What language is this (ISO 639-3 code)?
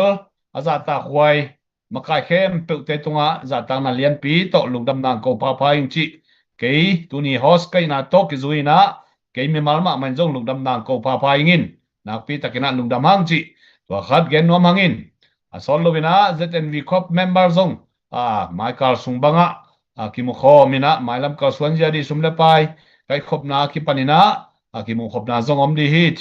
ctd